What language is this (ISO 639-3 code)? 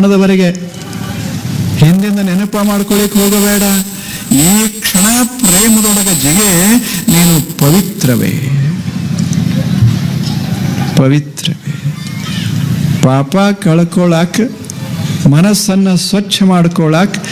kan